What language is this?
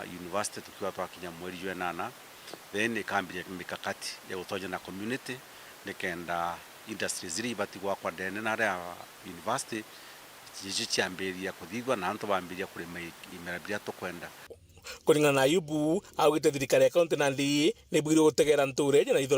Meru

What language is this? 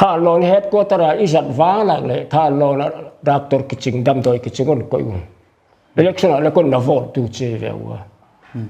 Paite Chin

